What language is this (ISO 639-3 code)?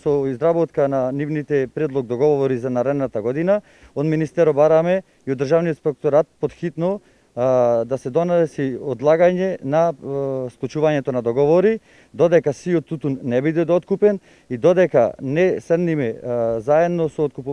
mkd